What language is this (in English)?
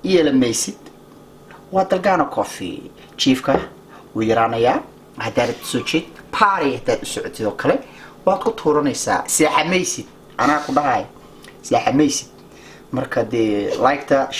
Somali